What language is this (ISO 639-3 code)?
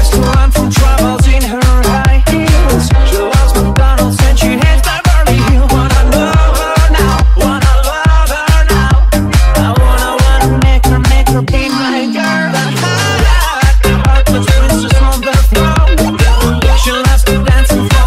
eng